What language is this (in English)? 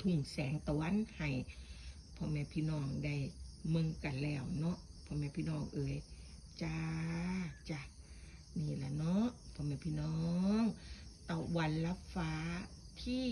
Northeastern Thai